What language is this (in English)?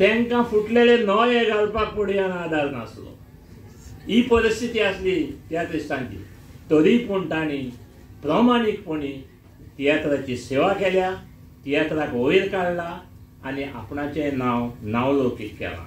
Konkani